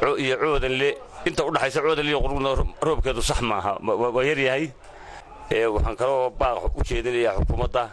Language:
Somali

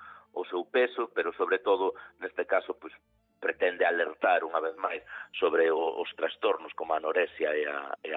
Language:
Galician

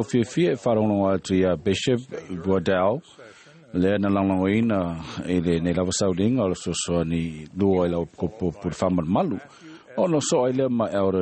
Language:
Samoan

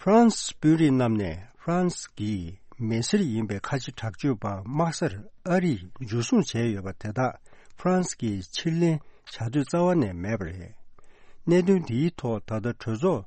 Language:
Tibetan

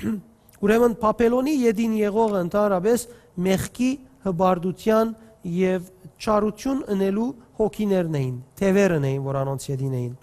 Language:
Western Armenian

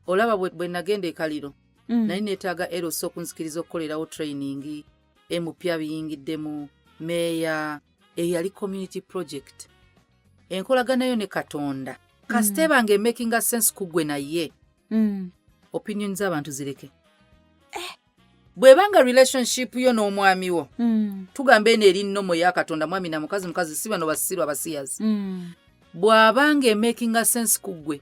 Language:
Ganda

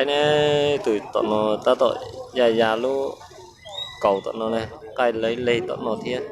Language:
Hmong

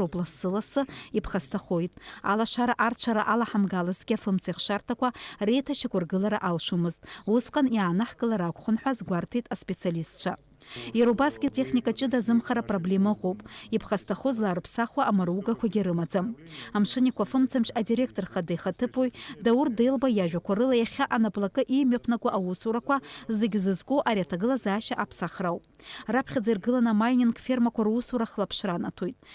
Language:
Abkhazian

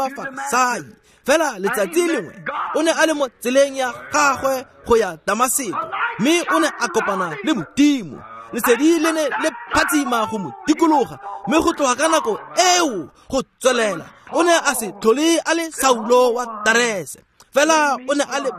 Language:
Tswana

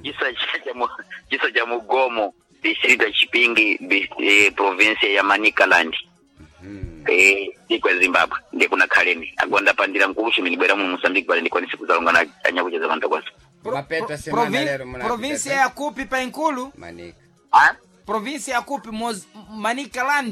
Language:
Sena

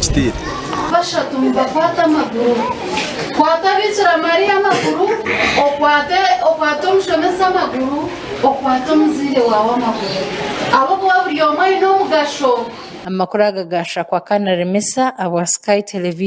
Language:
Nyankole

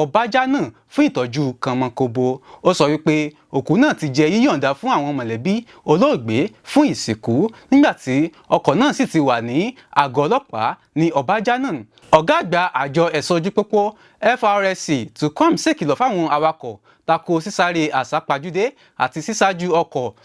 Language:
Yoruba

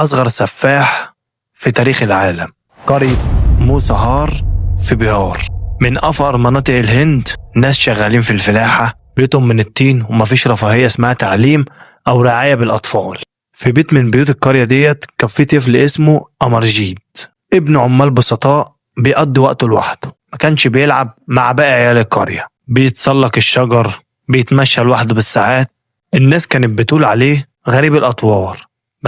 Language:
Egyptian Arabic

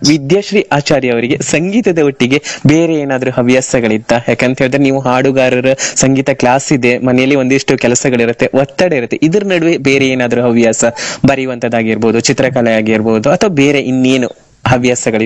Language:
Kannada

